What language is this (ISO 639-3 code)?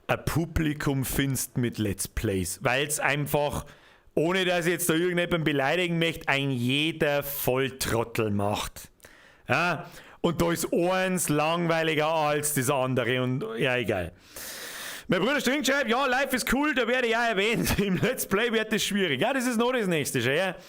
bar